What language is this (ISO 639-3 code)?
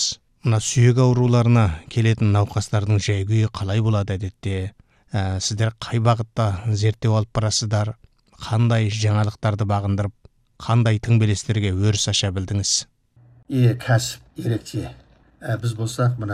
kaz